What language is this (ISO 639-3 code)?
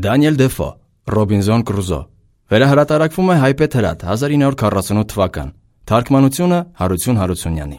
hye